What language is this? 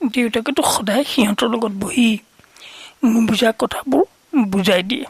Assamese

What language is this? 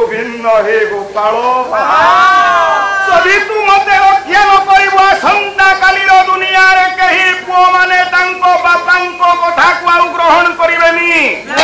Odia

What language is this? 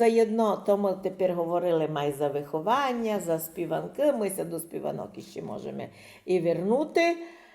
Rusyn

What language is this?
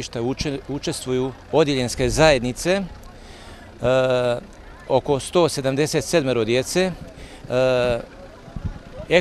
Bosnian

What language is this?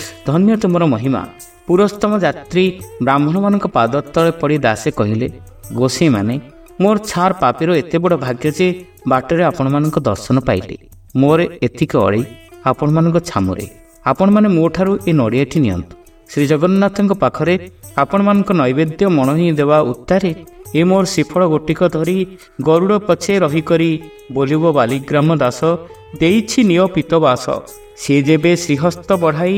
Odia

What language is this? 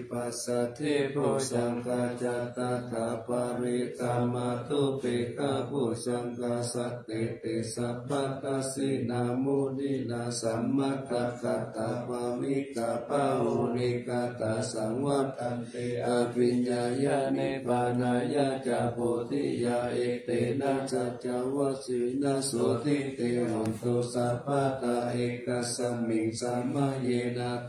Pali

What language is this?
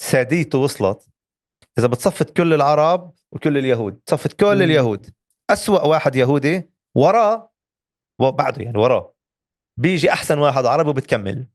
North Levantine Arabic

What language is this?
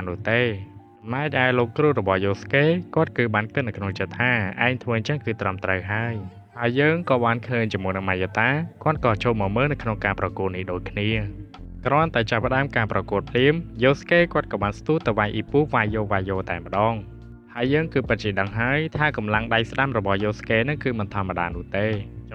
Khmer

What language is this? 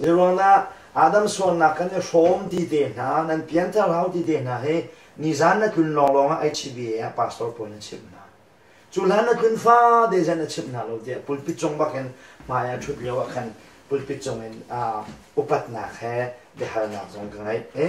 Hakha Chin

